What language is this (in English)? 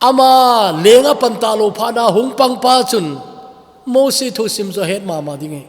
Thado Chin